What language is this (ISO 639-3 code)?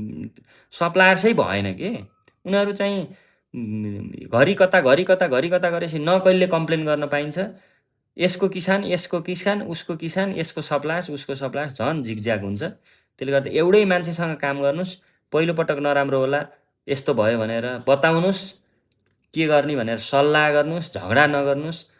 nep